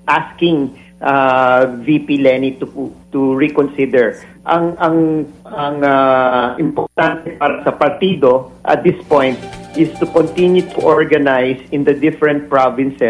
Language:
Filipino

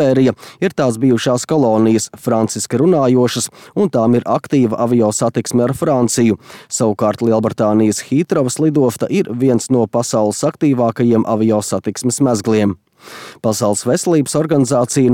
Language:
Latvian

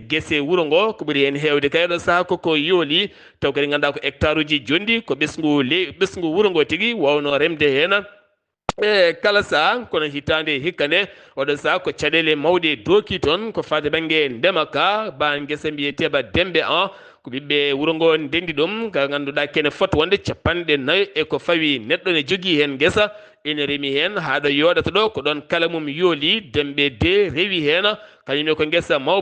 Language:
Fula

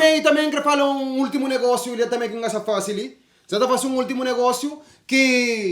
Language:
Kabuverdianu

